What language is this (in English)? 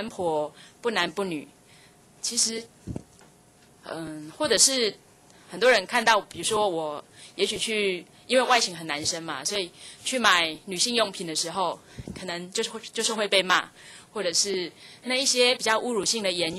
Chinese